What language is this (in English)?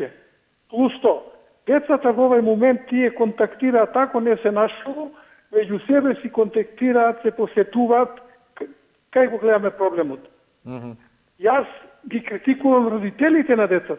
Macedonian